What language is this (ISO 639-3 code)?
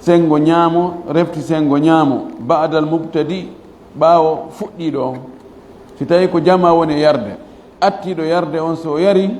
ful